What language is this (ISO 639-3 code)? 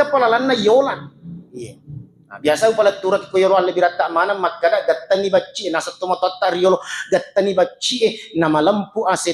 bug